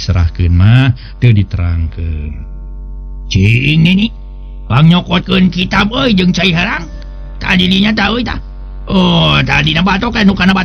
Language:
Sundanese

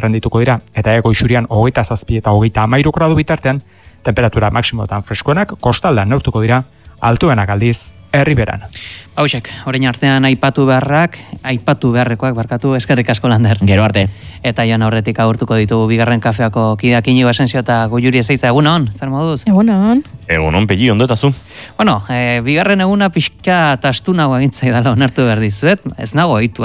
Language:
Basque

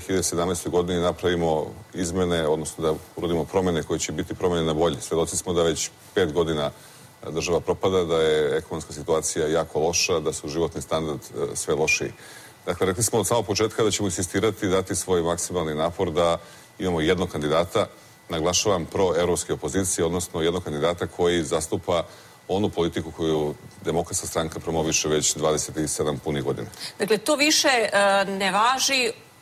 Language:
Serbian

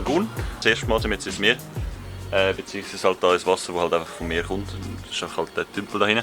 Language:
Swiss German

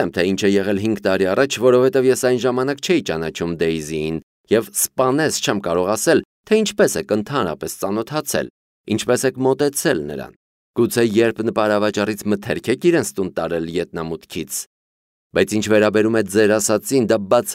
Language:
Armenian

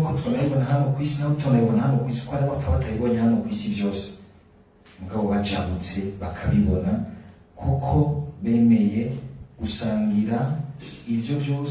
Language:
Rundi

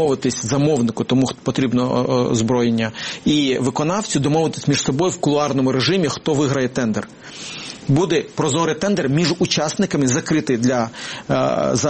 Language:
Ukrainian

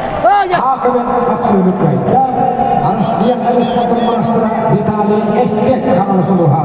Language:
Yakut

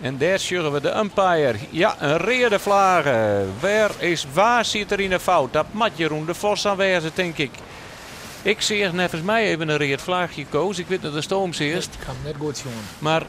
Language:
Western Frisian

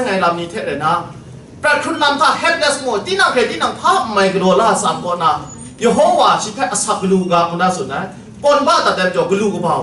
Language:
Kachin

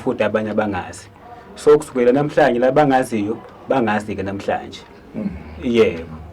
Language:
Zulu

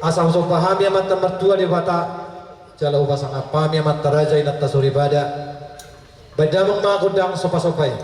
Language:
Batak Toba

